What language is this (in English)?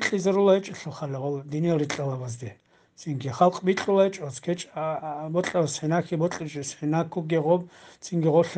Avaric